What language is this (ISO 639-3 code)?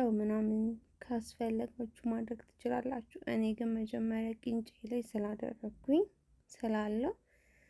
amh